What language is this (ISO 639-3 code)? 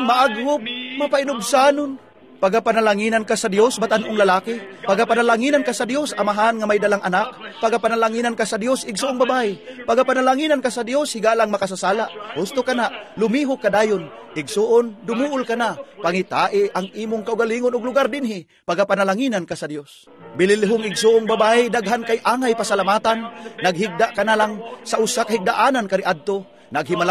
ceb